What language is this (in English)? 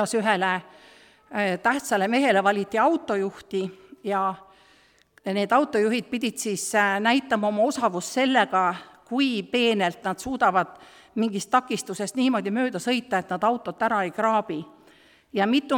Estonian